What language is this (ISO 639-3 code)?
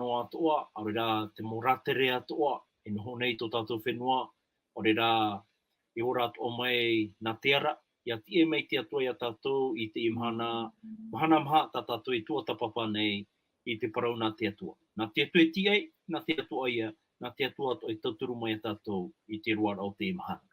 tah